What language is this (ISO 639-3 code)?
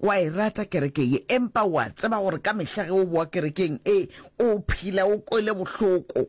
nso